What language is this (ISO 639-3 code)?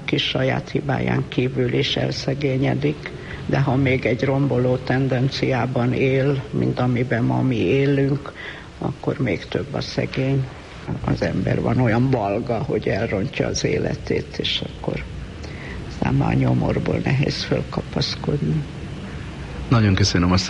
hun